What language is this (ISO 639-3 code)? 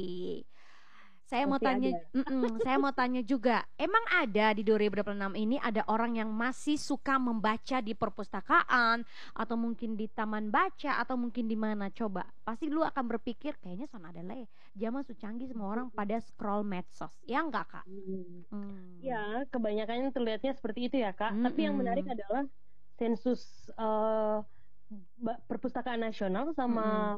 ind